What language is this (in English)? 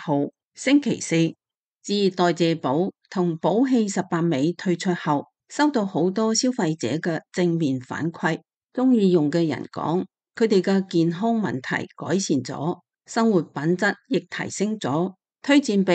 Cantonese